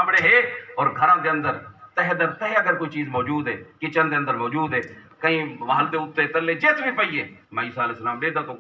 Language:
Saraiki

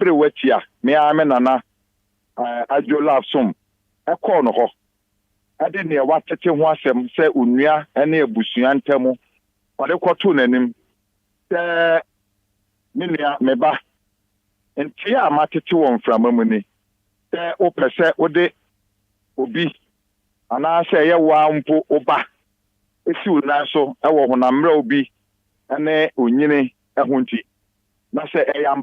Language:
Akan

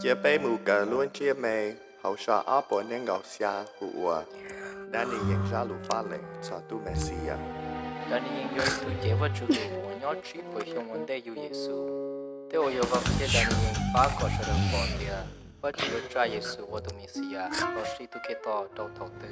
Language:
Hmong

